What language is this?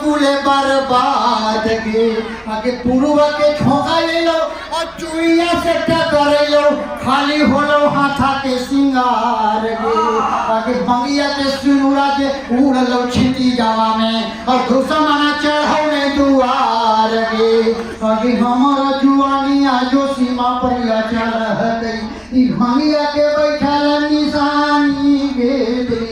Magahi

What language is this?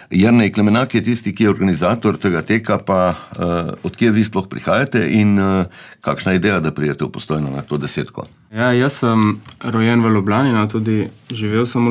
Slovenian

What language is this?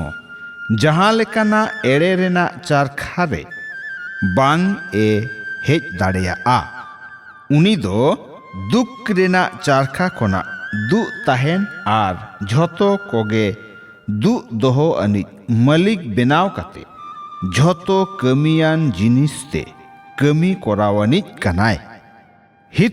Santali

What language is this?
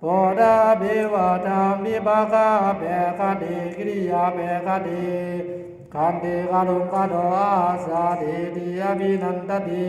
Pali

